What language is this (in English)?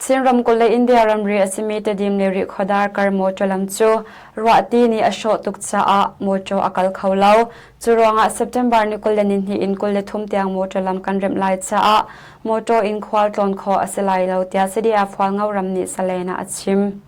Hakha Chin